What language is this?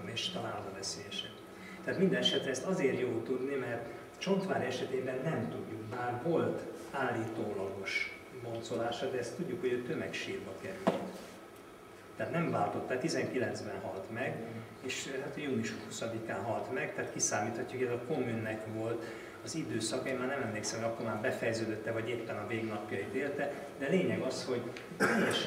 Hungarian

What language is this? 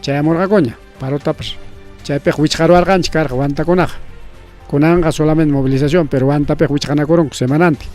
Ayacucho Quechua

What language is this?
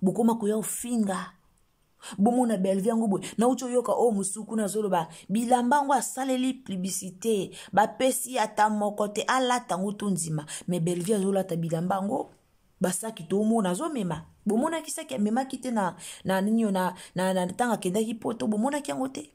Lingala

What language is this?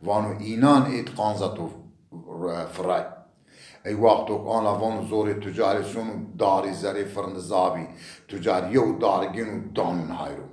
Zaza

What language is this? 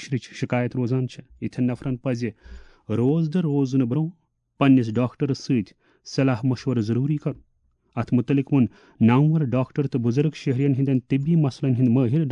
Kashmiri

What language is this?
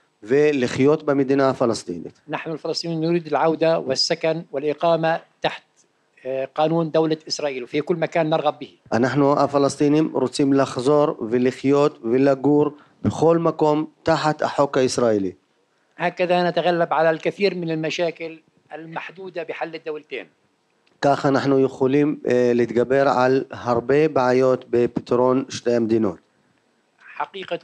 Hebrew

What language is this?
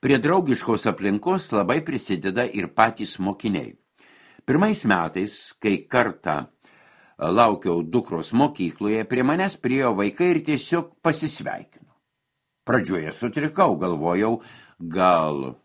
Lithuanian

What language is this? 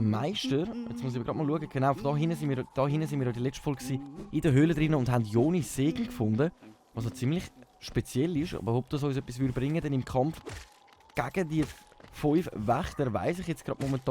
Swiss German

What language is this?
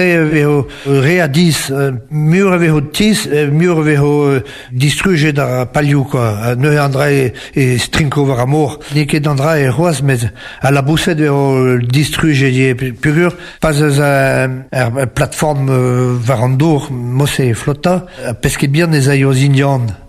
Breton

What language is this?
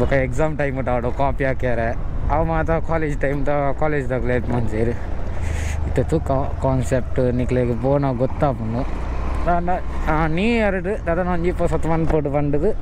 Tulu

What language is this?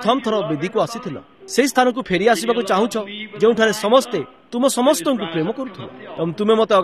Odia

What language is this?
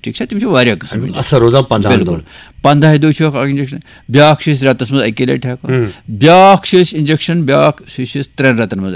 Kashmiri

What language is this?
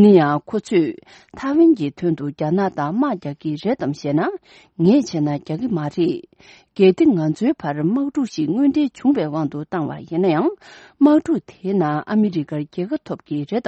Tibetan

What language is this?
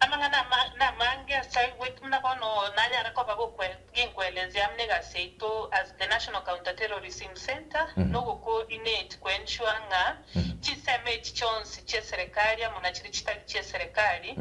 Gusii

